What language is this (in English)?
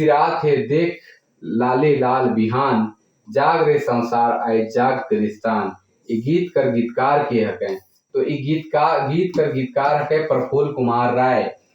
Sadri